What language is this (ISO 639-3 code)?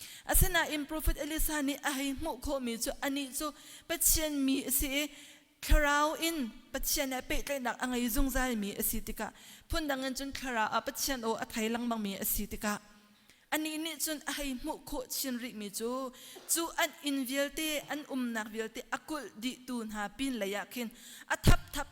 cnh